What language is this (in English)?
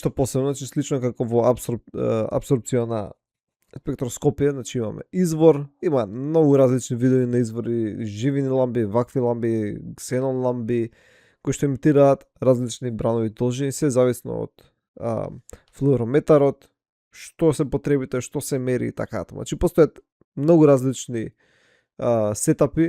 Macedonian